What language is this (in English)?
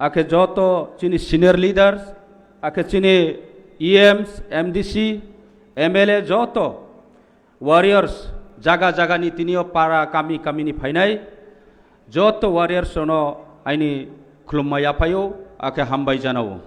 Kok Borok